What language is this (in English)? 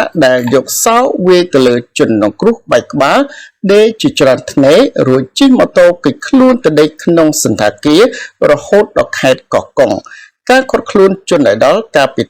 Khmer